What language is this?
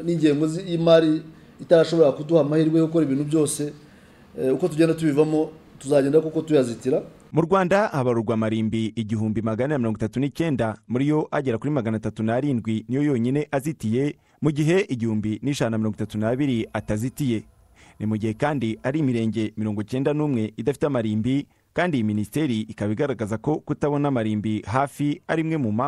Kinyarwanda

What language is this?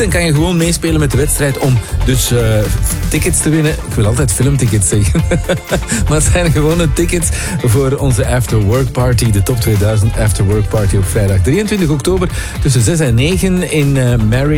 Dutch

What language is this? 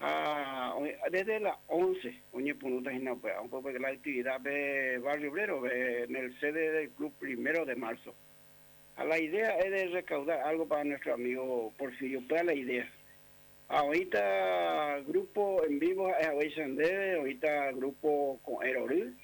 Guarani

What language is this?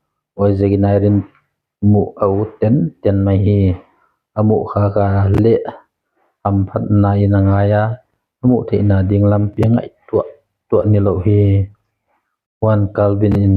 Tedim Chin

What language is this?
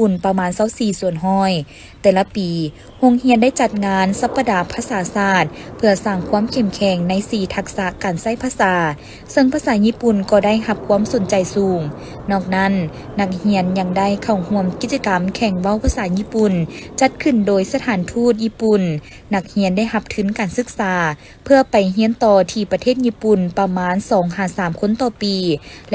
Lao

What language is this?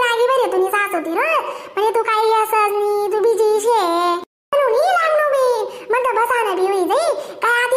Khandesi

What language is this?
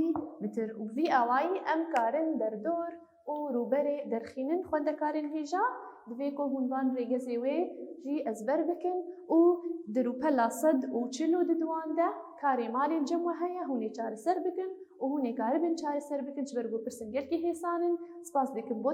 Kurdish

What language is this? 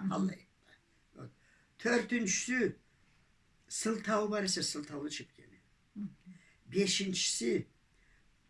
Karachay-Balkar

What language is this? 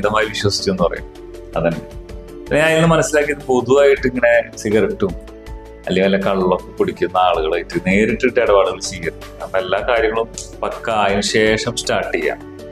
Malayalam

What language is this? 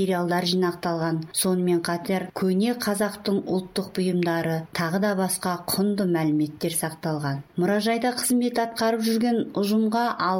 Kazakh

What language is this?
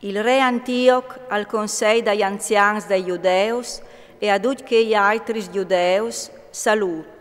Friulian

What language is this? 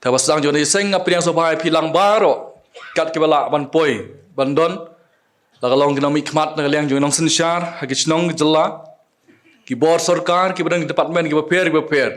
Khasi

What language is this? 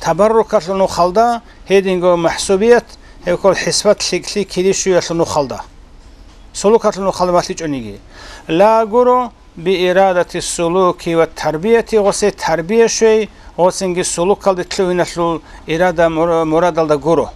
Avaric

